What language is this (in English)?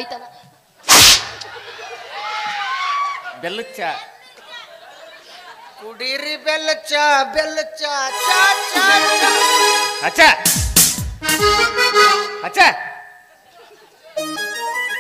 Kannada